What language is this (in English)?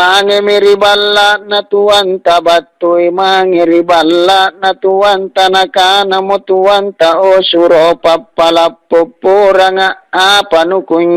Makasar